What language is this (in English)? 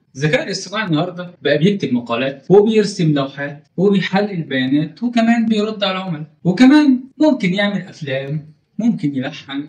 Egyptian Arabic